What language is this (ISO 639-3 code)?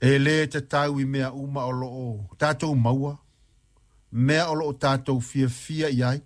smo